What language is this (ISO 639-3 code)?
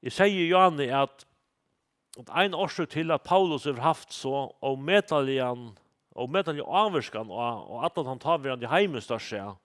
fao